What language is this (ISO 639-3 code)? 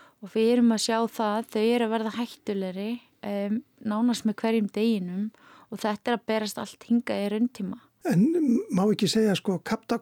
isl